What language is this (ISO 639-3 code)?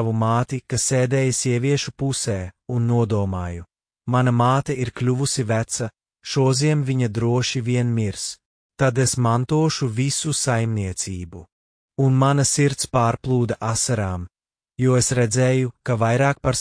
lav